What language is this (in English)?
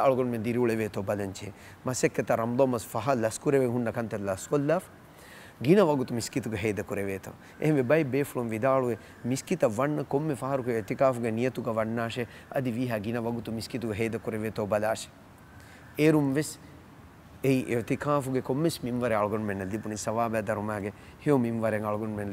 Divehi